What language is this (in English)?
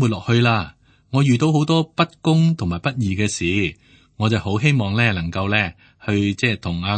Cantonese